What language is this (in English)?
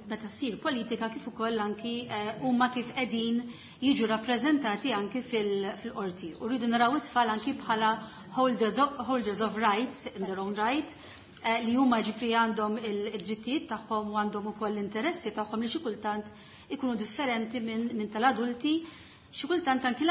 Maltese